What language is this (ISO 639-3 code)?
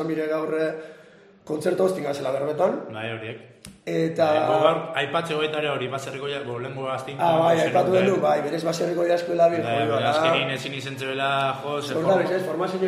eus